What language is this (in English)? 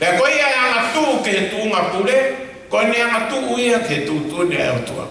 Tongan